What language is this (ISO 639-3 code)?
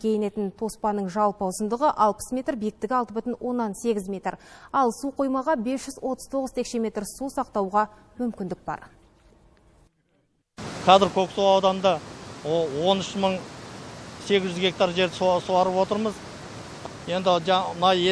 kaz